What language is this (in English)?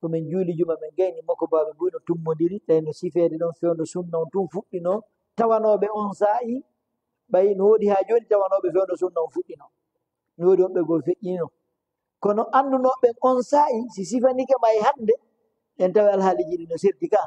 Fula